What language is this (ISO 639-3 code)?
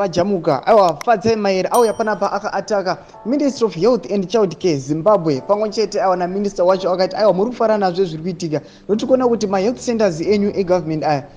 sna